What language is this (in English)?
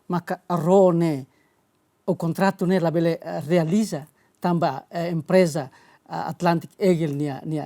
Tetum